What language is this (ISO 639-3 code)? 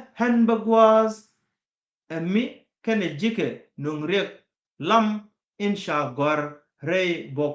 nus